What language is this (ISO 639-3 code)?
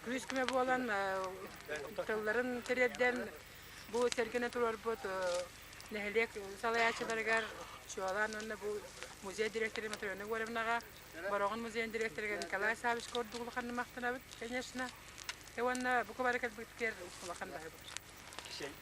sah